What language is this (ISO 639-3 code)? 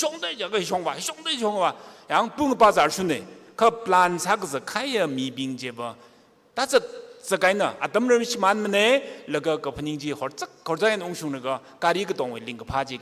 nmf